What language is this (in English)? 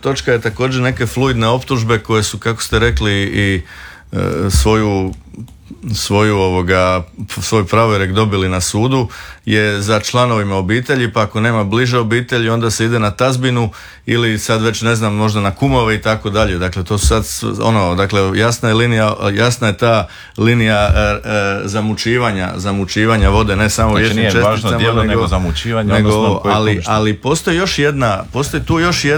Croatian